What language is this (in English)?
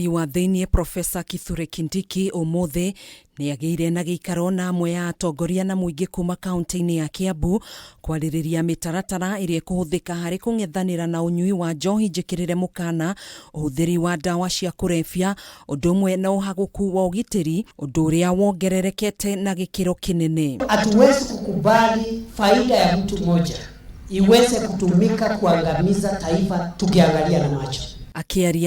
Kikuyu